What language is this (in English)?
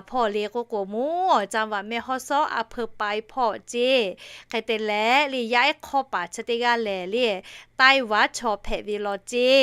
Lahu